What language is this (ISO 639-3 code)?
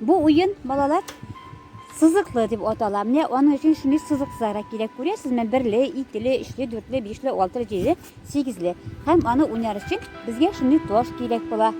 tat